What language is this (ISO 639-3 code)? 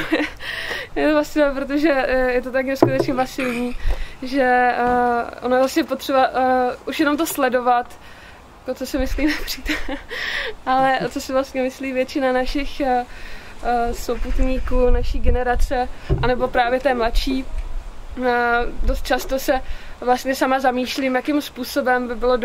ces